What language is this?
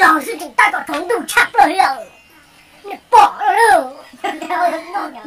Hmong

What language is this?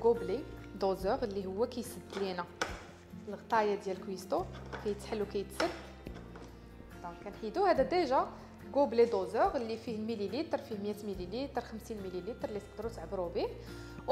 Moroccan Arabic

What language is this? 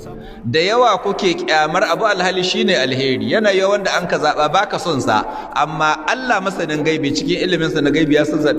Hausa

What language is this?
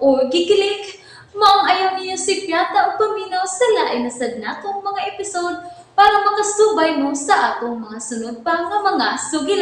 Cebuano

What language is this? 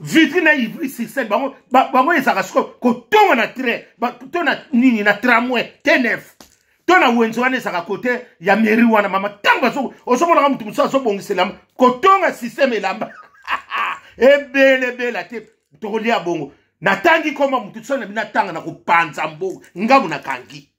Lingala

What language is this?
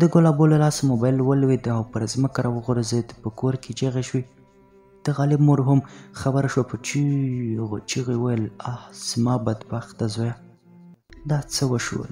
Pashto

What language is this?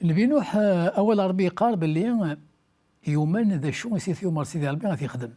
Kabyle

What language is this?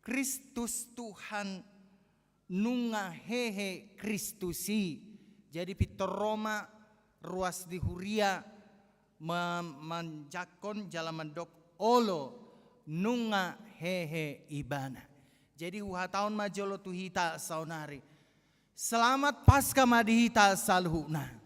Batak Toba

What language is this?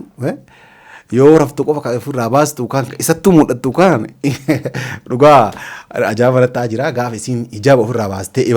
Oromo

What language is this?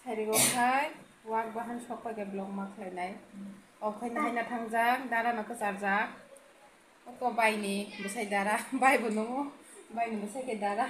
Kok Borok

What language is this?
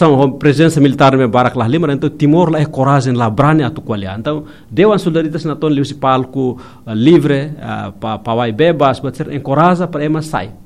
Tetum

